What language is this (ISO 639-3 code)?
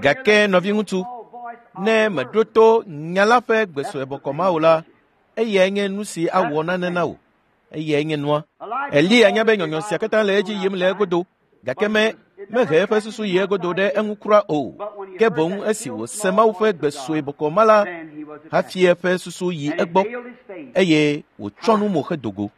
ewe